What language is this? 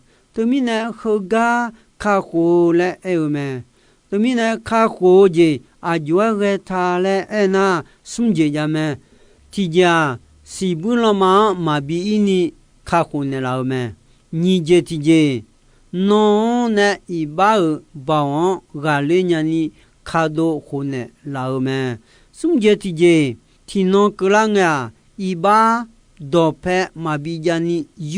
Akha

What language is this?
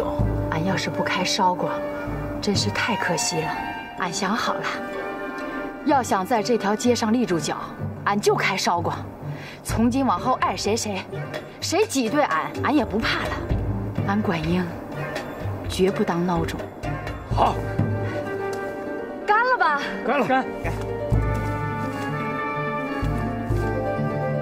Chinese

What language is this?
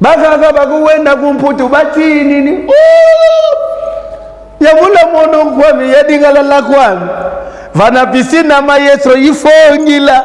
Lingala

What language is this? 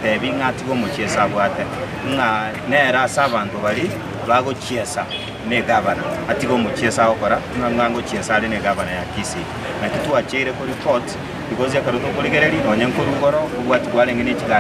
Gusii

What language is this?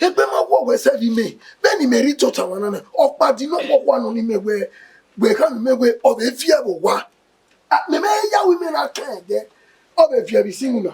Bini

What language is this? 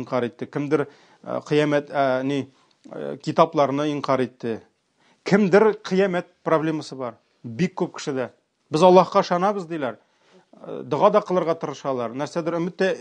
Tatar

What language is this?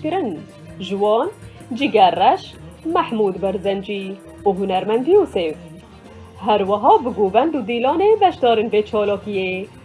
Kurdish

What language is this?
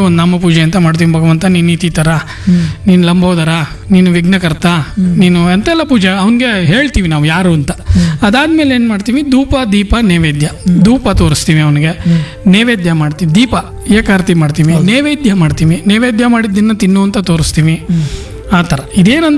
Kannada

